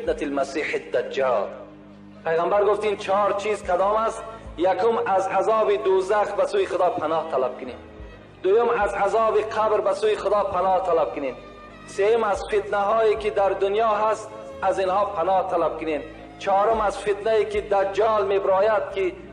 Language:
Tajik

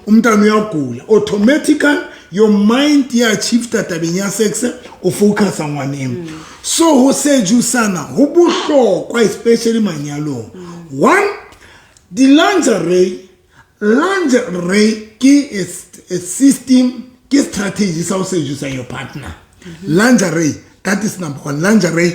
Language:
Southern Sotho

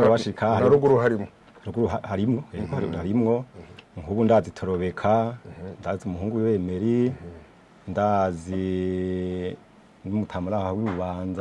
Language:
Rundi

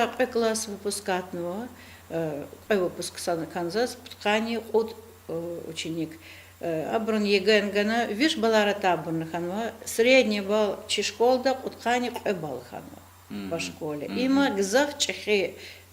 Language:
Lezghian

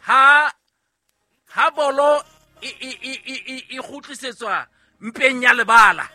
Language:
Southern Sotho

